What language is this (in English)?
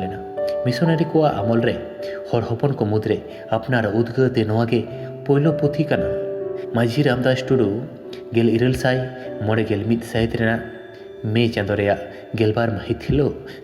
Santali